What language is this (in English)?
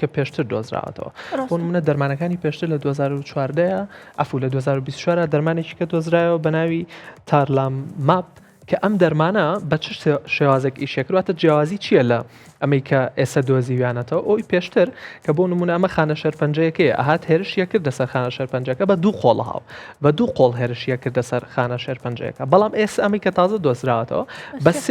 Central Kurdish